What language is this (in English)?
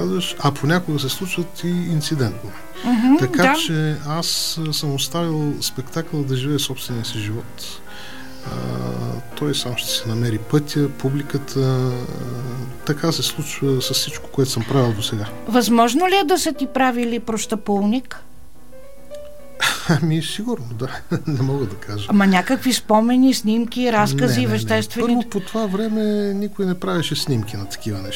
Bulgarian